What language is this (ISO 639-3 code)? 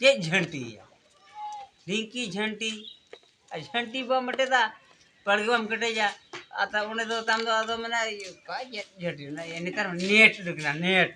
sat